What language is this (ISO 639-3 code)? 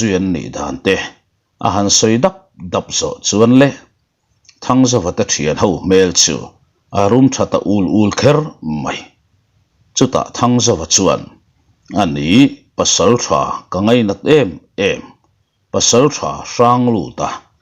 lus